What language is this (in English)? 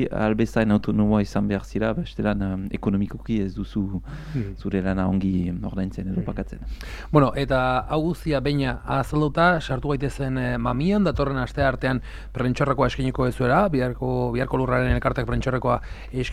Basque